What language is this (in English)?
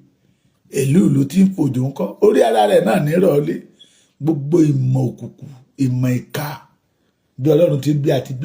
Yoruba